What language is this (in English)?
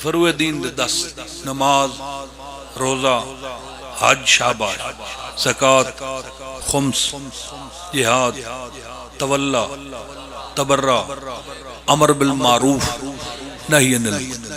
Pahari-Potwari